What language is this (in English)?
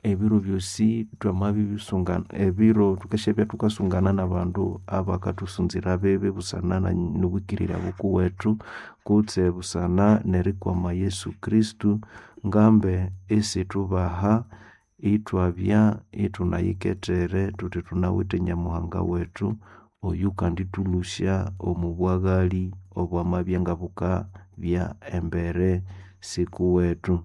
Nande